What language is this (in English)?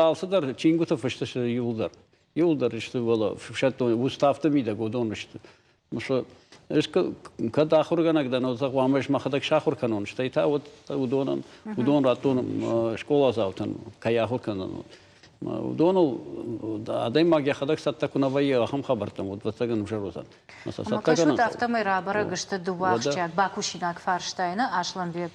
Ossetic